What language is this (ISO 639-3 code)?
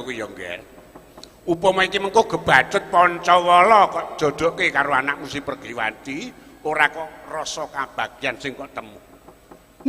jav